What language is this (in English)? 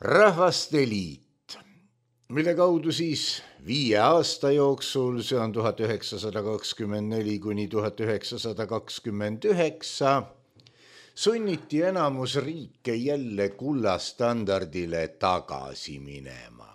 Estonian